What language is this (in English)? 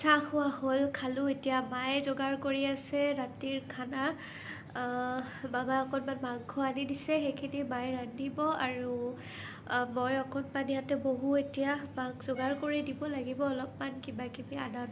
Assamese